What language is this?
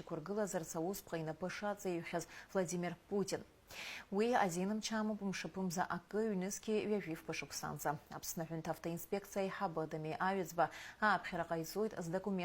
Abkhazian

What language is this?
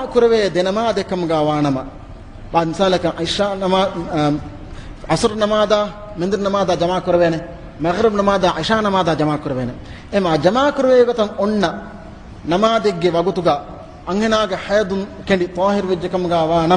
Divehi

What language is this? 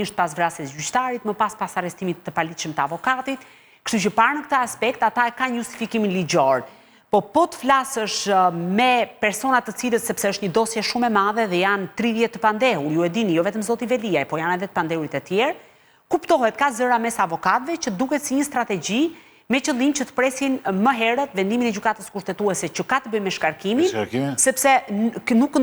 Albanian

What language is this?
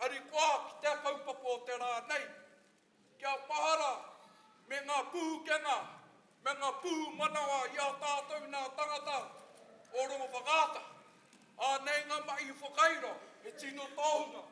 Māori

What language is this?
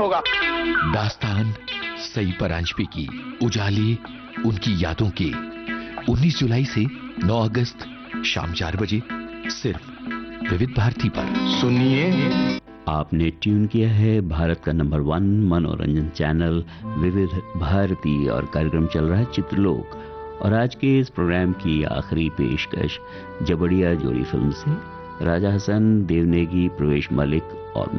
Hindi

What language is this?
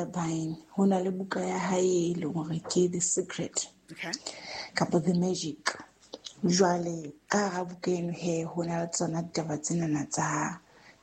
Southern Sotho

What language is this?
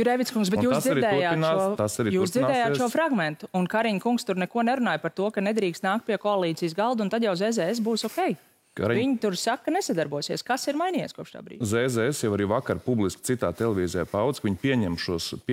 Latvian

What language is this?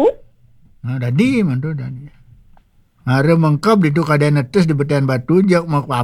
Balinese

